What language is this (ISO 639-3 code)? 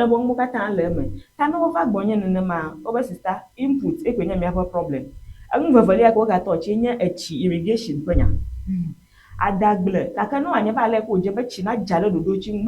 ewe